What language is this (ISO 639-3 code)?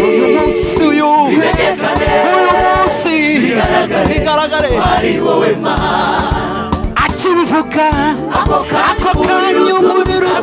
kin